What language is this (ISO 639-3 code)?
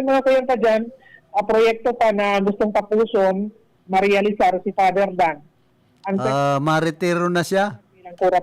bik